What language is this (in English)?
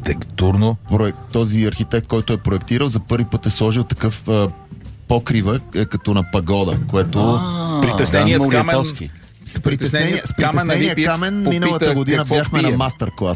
Bulgarian